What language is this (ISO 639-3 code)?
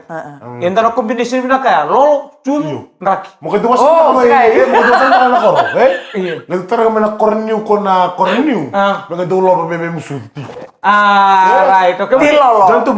fij